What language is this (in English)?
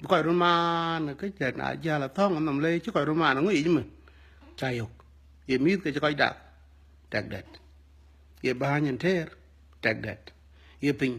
Dinka